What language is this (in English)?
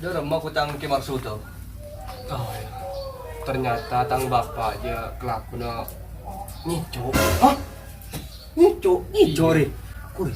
Madurese